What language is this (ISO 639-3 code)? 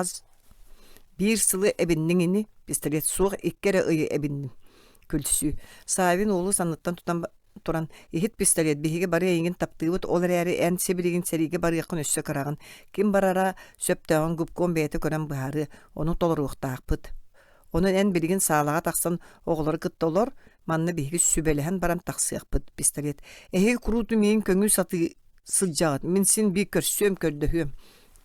sah